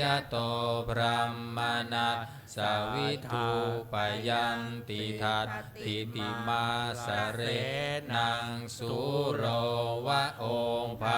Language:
Pali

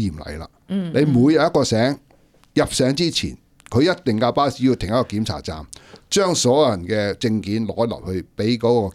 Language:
Cantonese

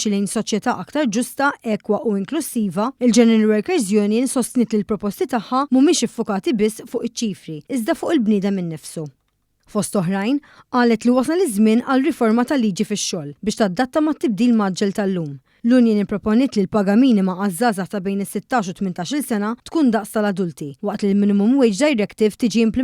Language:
Maltese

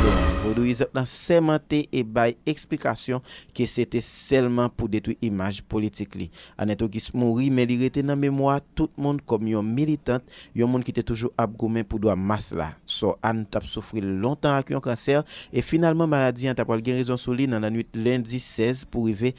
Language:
Haitian Creole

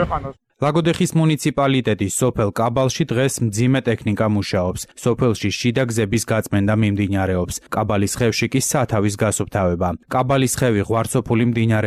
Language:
Georgian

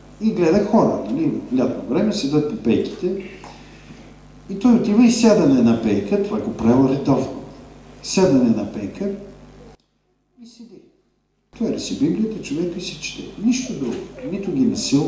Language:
Bulgarian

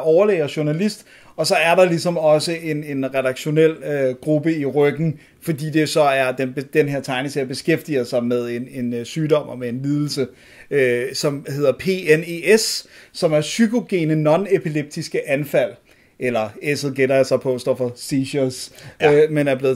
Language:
Danish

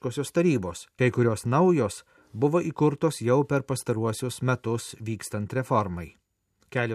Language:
Lithuanian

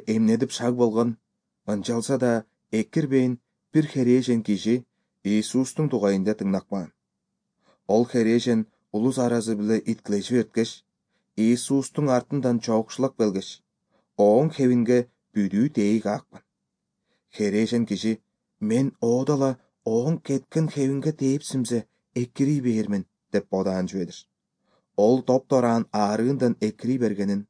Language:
Kyrgyz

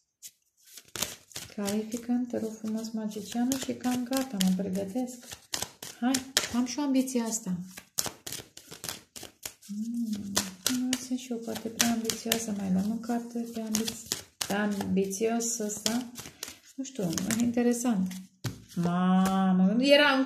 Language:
Romanian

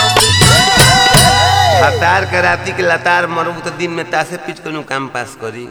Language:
Bhojpuri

